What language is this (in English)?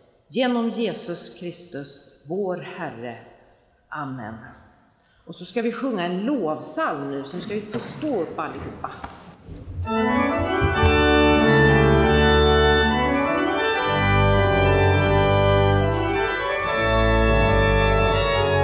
Swedish